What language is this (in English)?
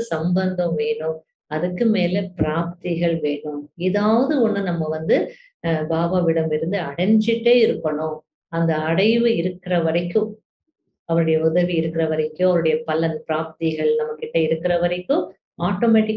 Tamil